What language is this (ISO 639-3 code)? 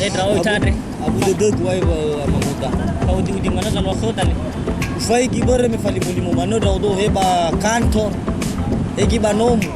nia